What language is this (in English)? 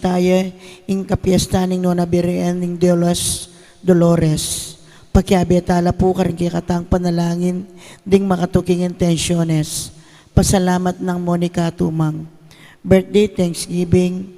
Pampanga